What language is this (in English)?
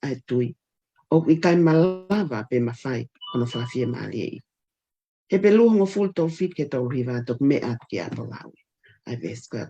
Tongan